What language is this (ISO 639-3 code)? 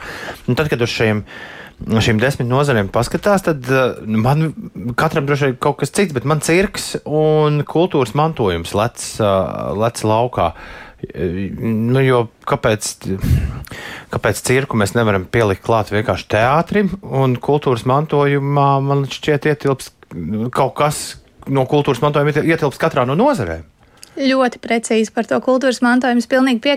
lav